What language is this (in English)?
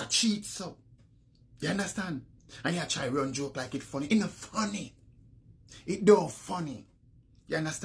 Jamaican Creole English